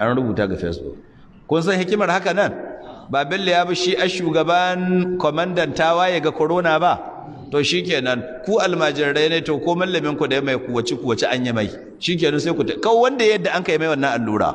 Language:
Hausa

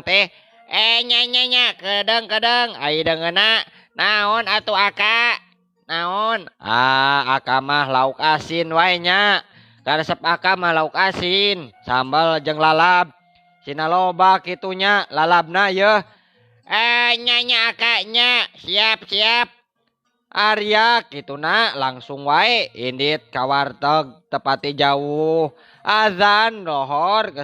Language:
Sundanese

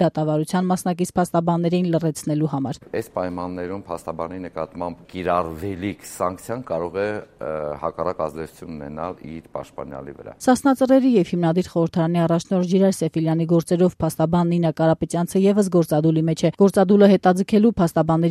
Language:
Armenian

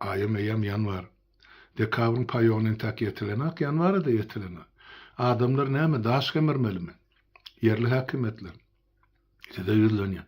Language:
Turkmen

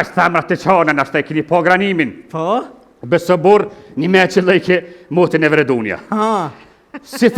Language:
Albanian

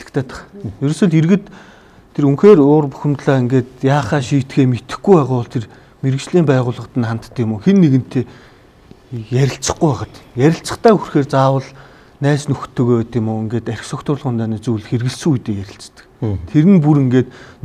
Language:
Mongolian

